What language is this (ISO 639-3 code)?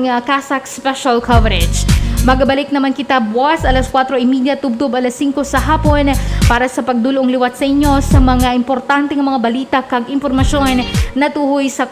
hil